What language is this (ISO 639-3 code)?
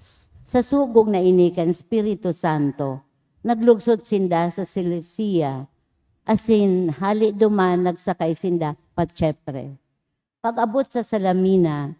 bik